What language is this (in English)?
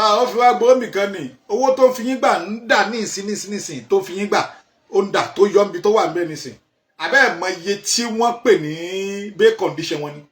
Yoruba